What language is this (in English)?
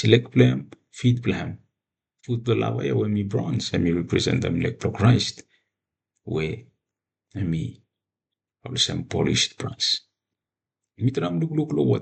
Bislama